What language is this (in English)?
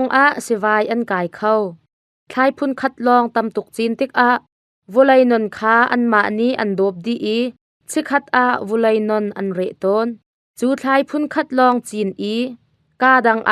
Hakha Chin